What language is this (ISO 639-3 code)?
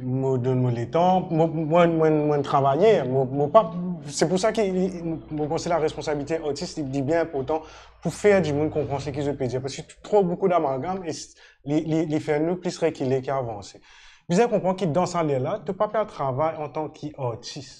mfe